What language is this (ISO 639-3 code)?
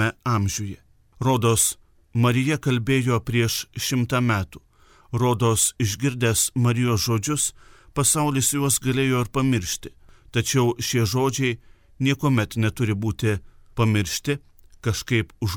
lit